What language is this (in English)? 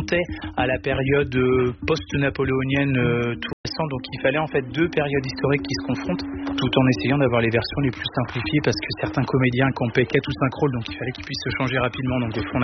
French